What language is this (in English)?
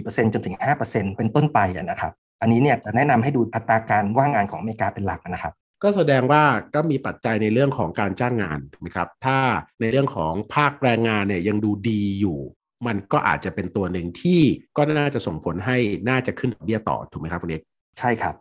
Thai